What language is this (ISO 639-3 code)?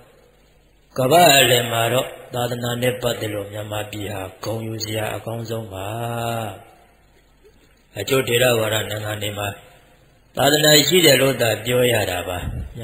mya